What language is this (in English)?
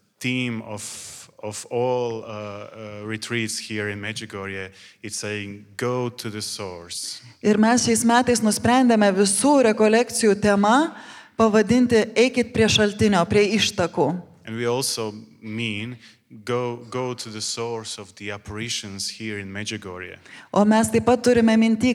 Lithuanian